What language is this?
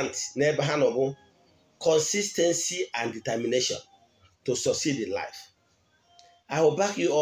Igbo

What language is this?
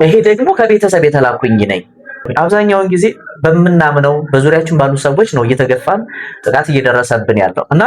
Amharic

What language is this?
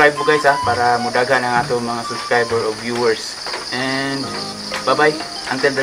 Cebuano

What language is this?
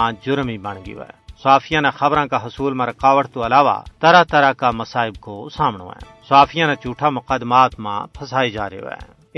Gujari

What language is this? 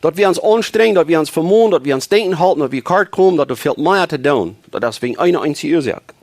Plautdietsch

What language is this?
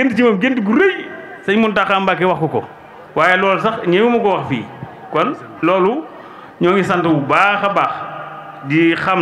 Wolof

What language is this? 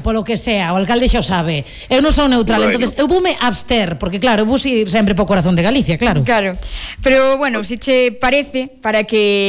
Galician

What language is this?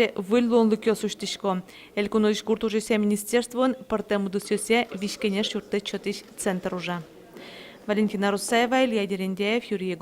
Udmurt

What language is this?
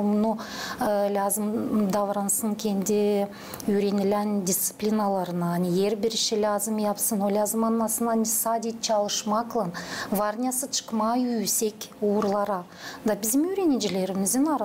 Gagauz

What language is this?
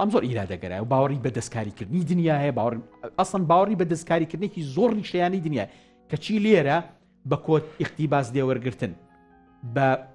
Central Kurdish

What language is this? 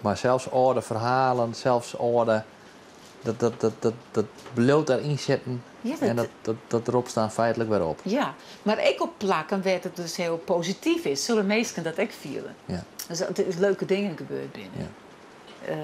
Western Frisian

